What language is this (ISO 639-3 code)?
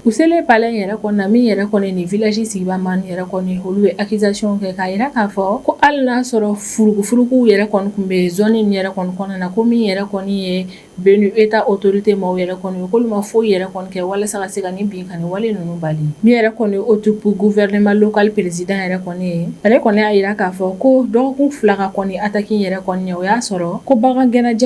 bam